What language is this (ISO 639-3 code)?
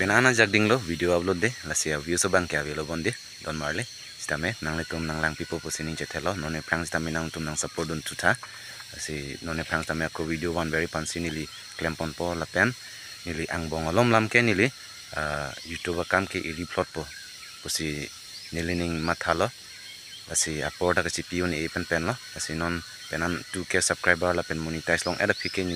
mjw